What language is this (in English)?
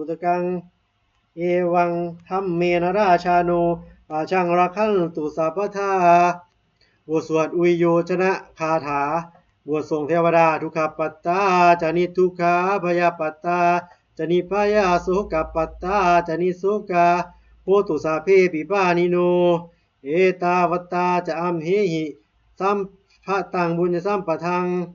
Pali